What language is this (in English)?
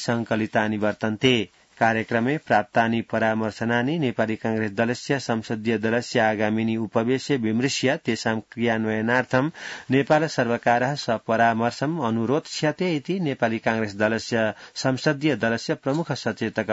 Sanskrit